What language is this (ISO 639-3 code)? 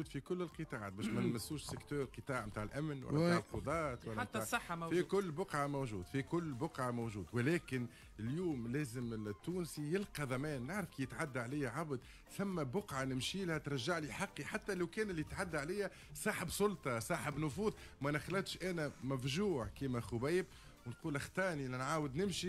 aeb